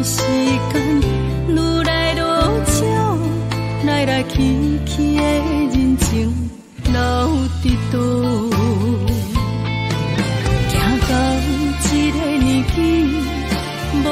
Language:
Min Nan Chinese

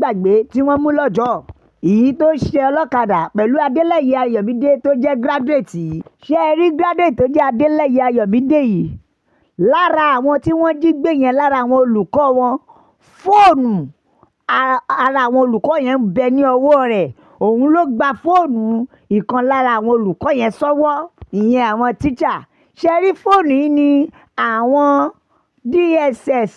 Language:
Yoruba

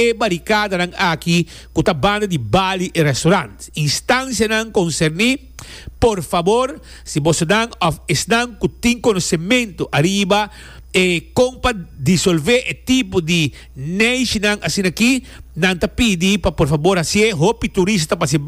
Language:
Papiamento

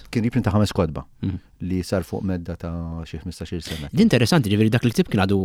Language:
Maltese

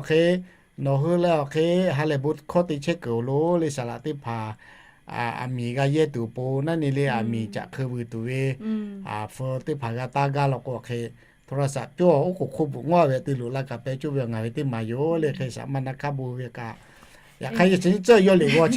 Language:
Lahu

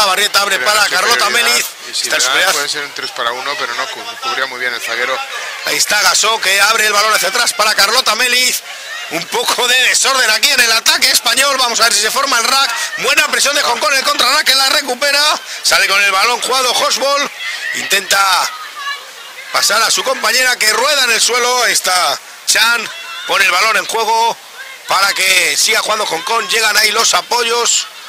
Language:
Spanish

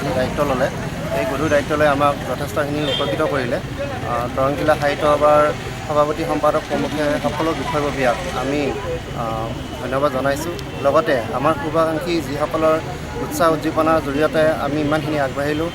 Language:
Assamese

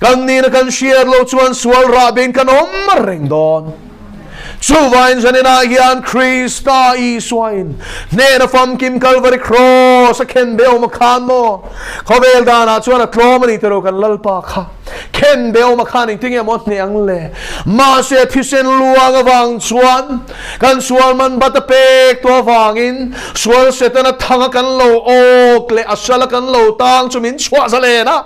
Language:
Mizo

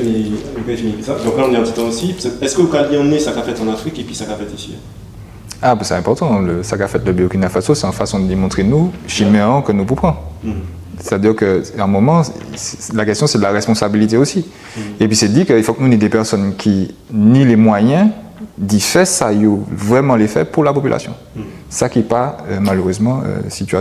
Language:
Guadeloupean Creole French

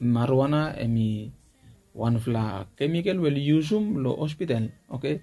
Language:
Bislama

